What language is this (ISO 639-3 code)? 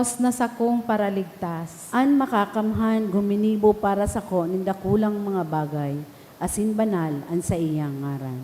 bik